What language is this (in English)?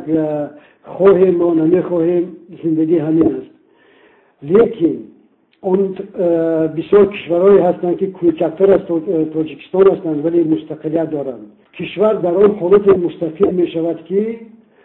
Tajik